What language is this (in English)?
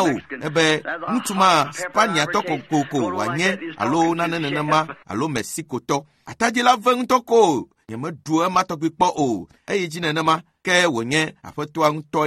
Ewe